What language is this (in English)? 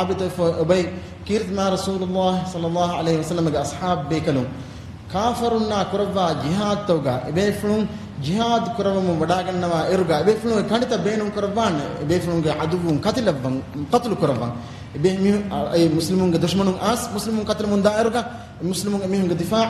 Divehi